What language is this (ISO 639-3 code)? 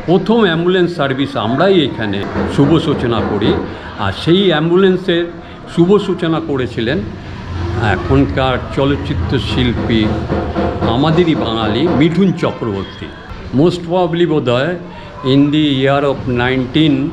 ben